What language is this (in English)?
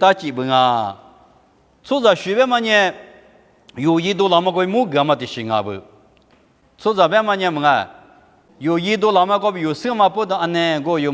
Lisu